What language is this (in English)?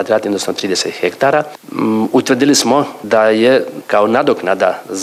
Croatian